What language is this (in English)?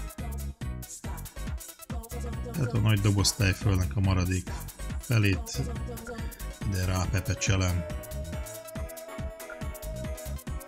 Hungarian